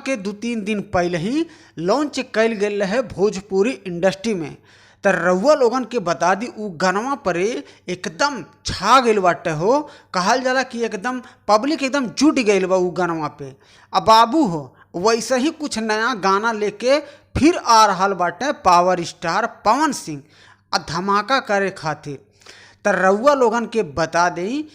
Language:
Bhojpuri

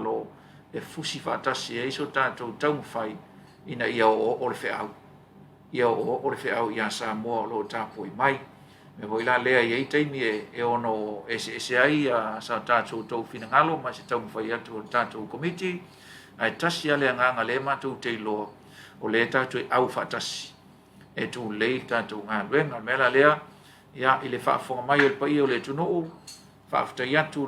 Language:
Samoan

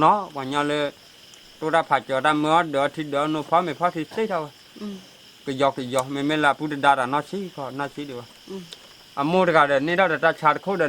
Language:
S'gaw Karen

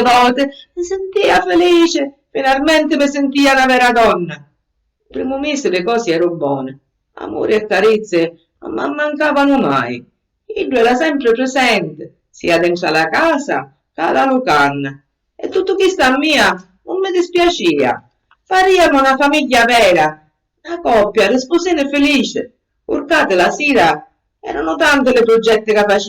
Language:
Sicilian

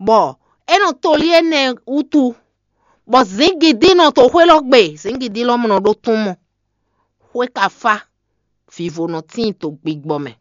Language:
Fon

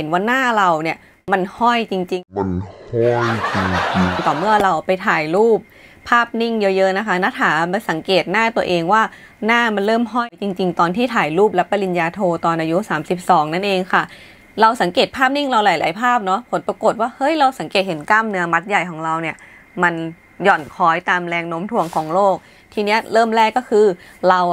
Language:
Thai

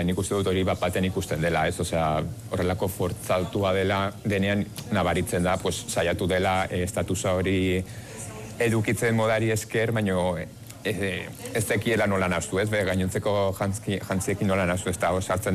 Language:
Basque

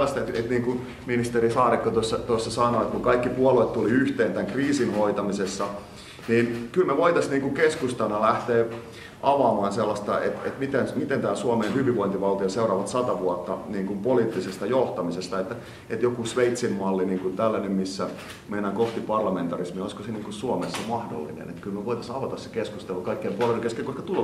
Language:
Finnish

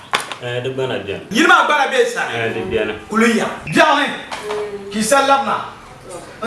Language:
Dagbani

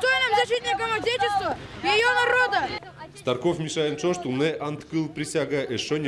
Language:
Udmurt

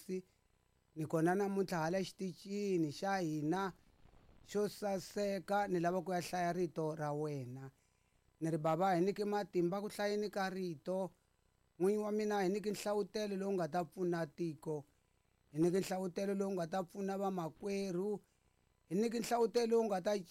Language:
Tsonga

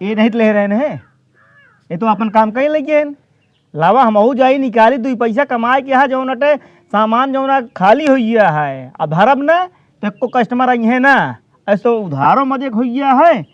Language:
Awadhi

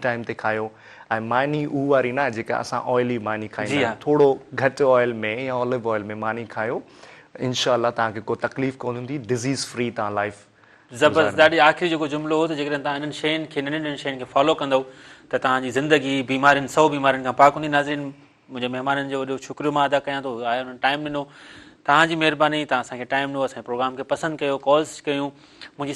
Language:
Sindhi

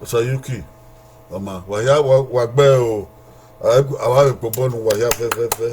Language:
Bini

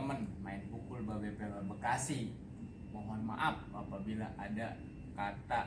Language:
Betawi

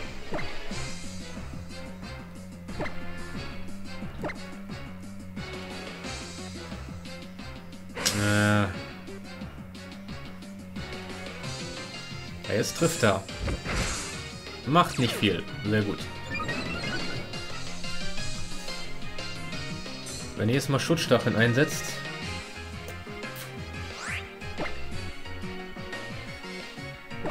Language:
German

